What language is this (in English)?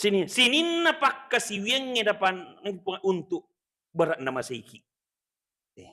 Buginese